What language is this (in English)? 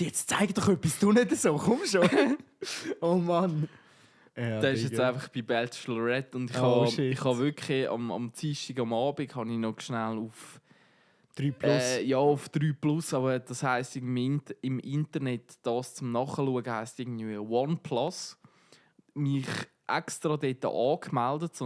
Swiss German